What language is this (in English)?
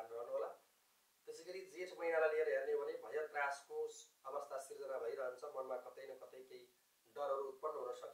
Nepali